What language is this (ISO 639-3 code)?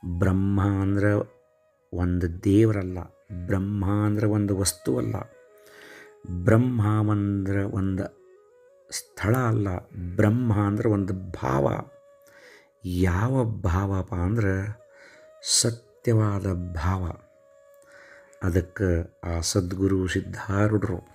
kan